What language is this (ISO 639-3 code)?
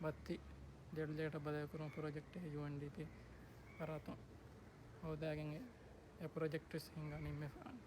div